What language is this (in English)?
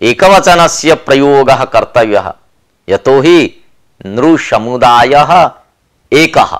Sanskrit